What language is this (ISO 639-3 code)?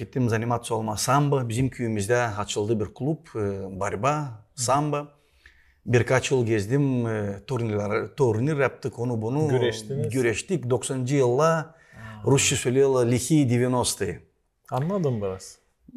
gag